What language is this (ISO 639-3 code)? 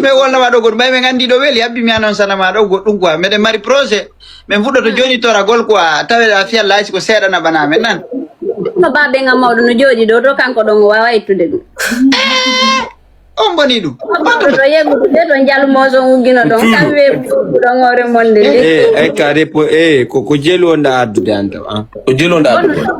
ful